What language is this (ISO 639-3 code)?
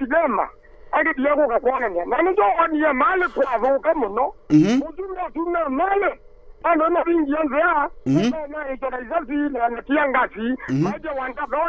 kam